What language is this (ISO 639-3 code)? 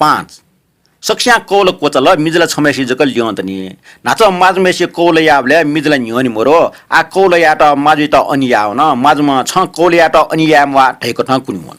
new